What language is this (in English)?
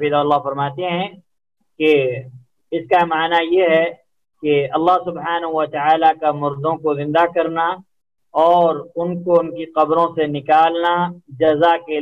Urdu